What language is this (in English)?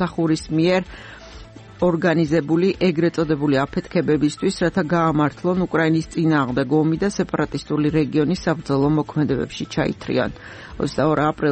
Georgian